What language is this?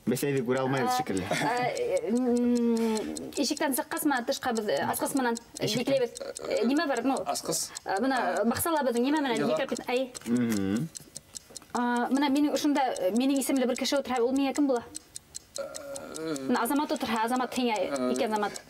Bashkir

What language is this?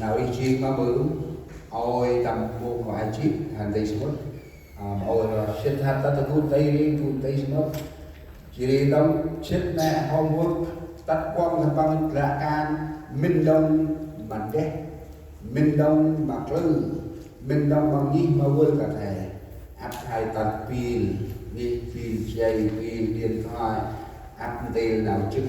Central Mnong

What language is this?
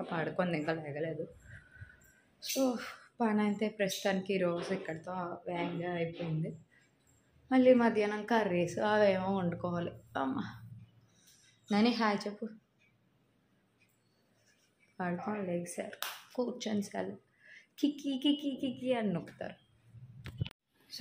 Telugu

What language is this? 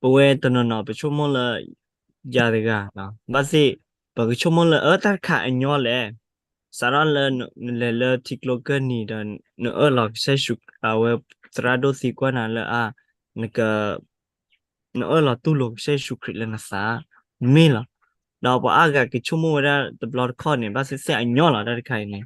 S'gaw Karen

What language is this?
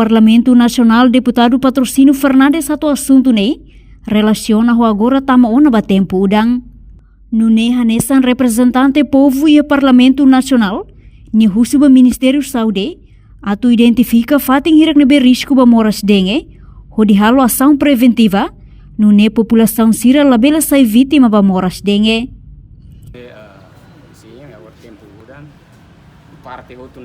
Tetum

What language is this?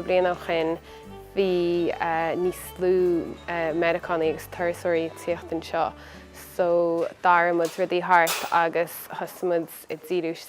Irish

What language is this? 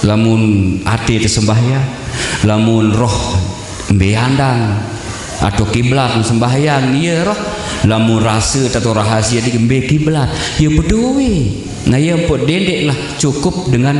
Sasak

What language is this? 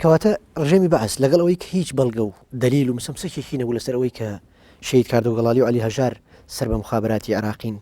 Central Kurdish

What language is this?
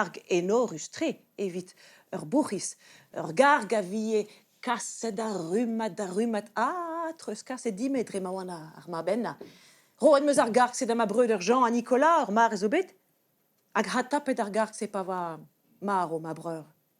Breton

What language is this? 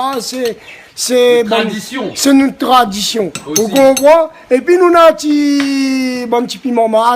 Réunion Creole French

